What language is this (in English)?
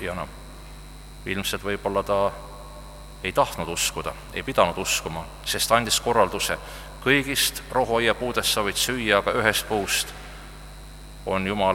Estonian